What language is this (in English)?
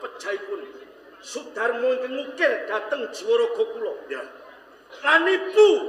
Javanese